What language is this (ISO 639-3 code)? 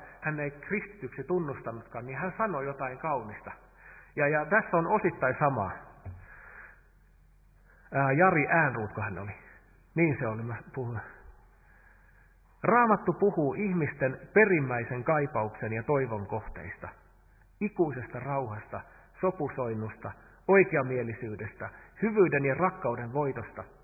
fin